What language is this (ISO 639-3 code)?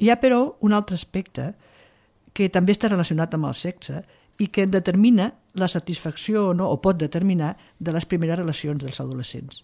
cat